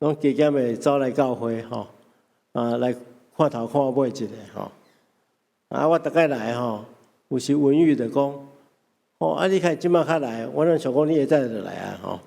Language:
Min Nan Chinese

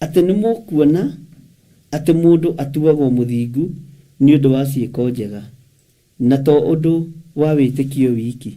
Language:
Kikuyu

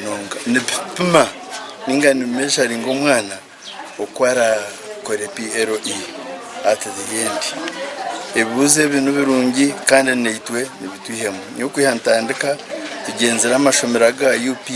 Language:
Nyankole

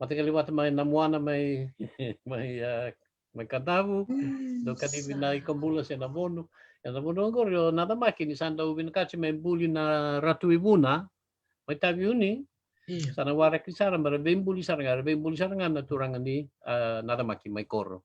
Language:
Fijian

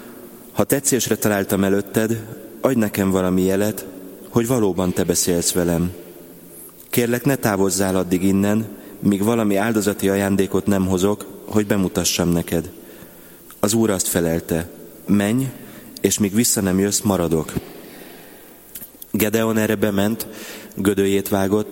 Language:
Hungarian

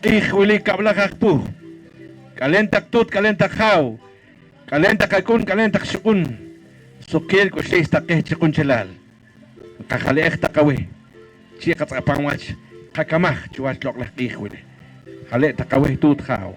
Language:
Poqomchi'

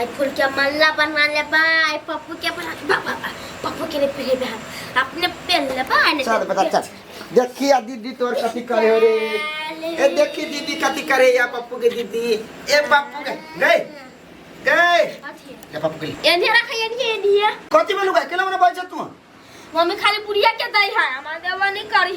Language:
Maithili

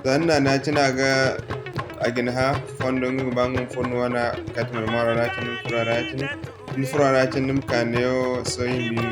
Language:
Zarma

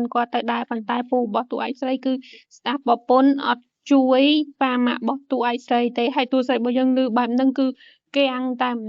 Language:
Khmer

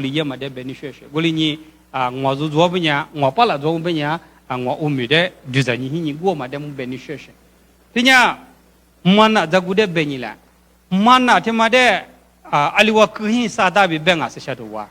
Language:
Lisu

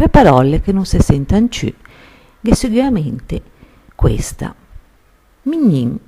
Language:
Ligurian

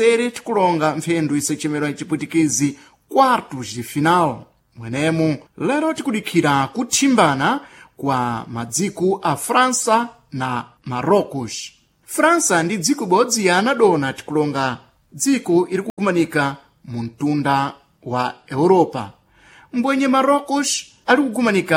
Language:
Sena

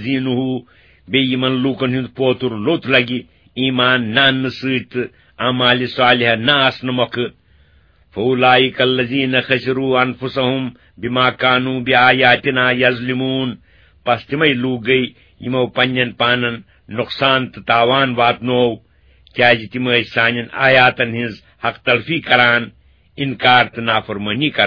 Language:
Kashmiri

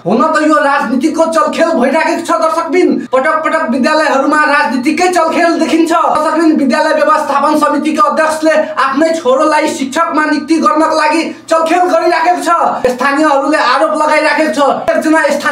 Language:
Nepali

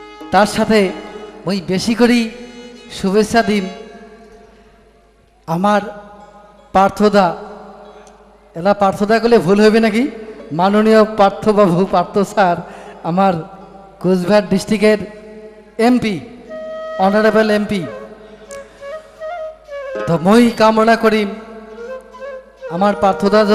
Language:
Bangla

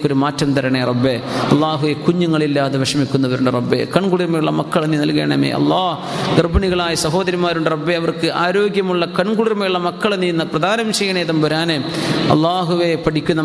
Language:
Malayalam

